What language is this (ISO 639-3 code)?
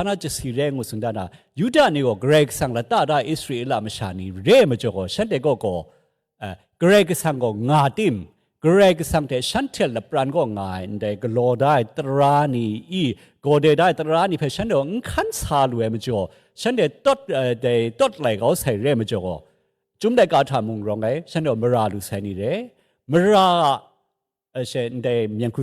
kac